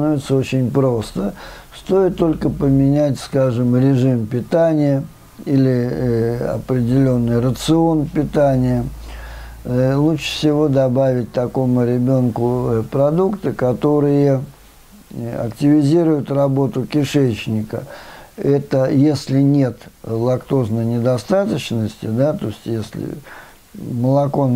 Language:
Russian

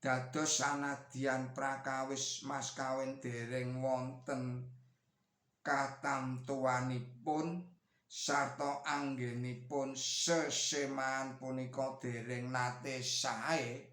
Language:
Javanese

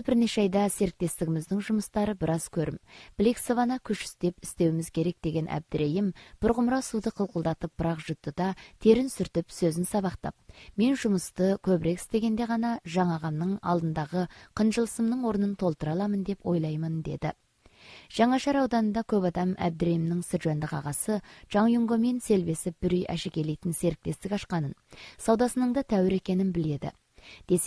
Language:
Kazakh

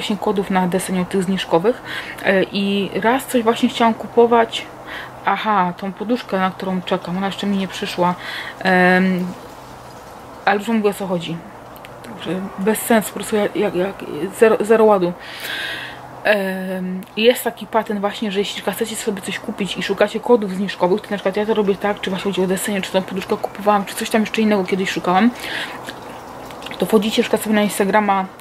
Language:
Polish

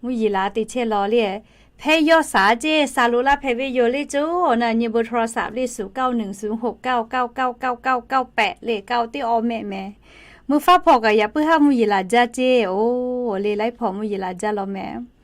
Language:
Lahu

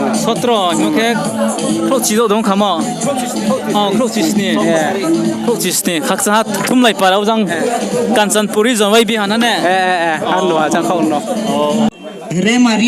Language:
Riang (India)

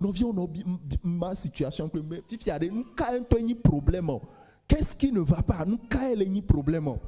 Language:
Ewe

